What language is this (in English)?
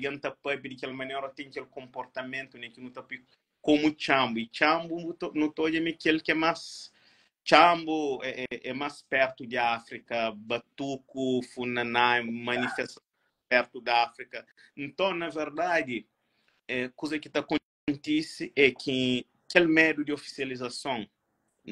Kabuverdianu